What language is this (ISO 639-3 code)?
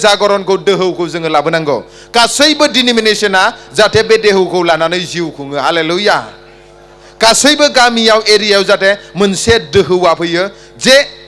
brx